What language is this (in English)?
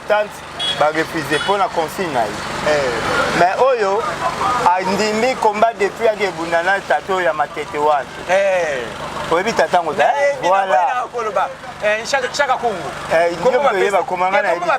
Lingala